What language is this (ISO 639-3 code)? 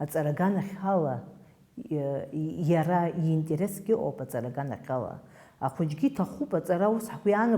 abk